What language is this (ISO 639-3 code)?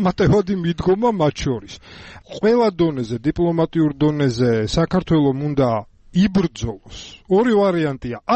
kat